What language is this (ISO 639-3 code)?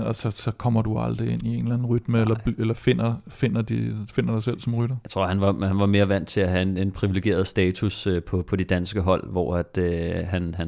dan